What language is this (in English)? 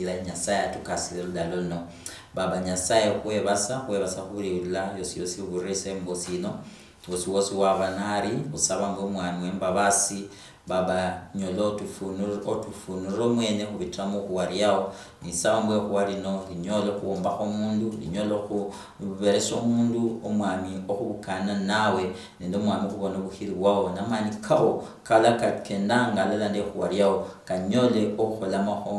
Luyia